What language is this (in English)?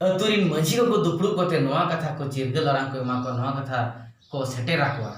Santali